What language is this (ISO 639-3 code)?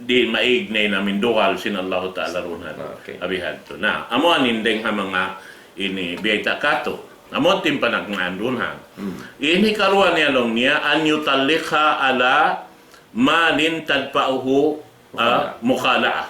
tsg